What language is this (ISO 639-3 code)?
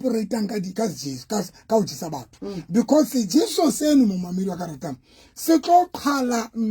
sot